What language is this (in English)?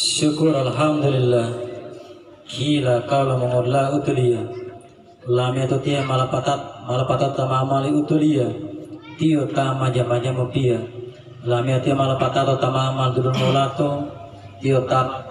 Gorontalo